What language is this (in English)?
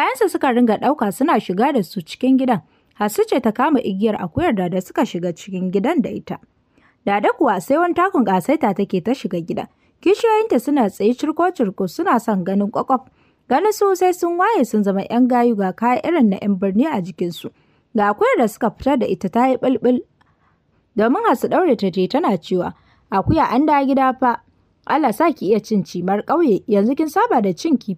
Hausa